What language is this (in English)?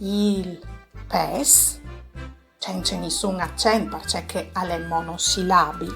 Friulian